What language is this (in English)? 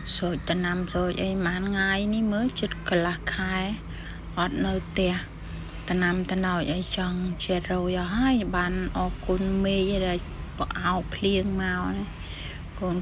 Khmer